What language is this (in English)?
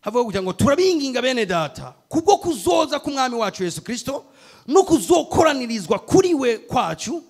Rundi